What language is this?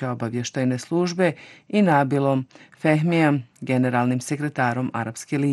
Bosnian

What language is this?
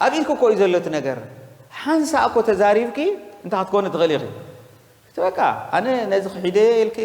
Tigrinya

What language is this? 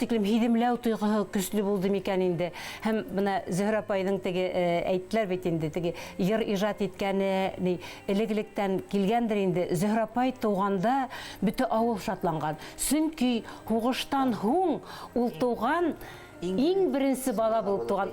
Bashkir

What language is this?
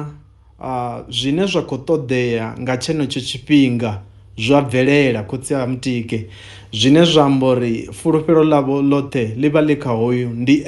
Venda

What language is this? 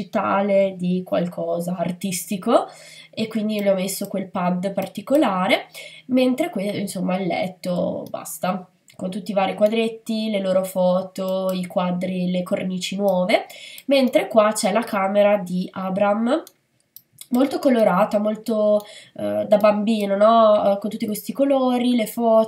Italian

